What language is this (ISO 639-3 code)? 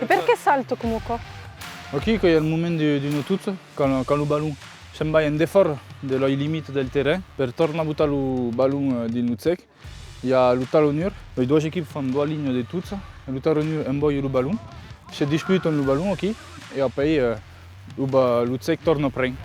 oci